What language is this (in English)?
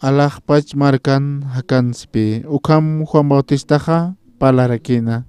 Aymara